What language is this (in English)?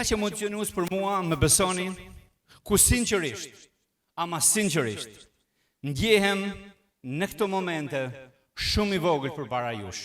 Albanian